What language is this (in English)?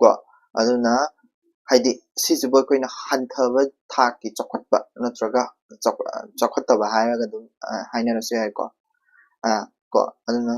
Manipuri